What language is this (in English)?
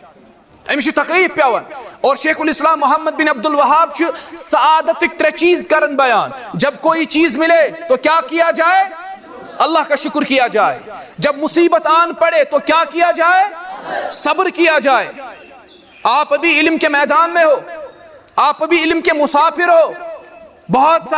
Kashmiri